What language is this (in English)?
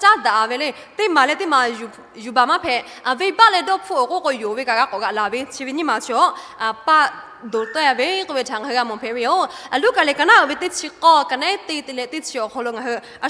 Lahu